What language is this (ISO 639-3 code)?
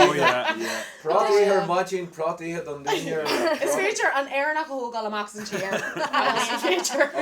gle